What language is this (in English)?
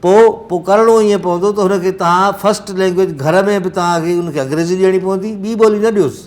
Sindhi